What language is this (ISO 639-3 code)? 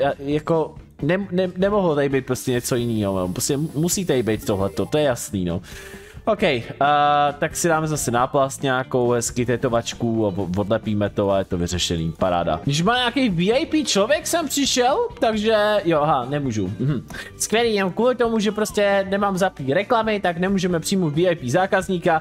ces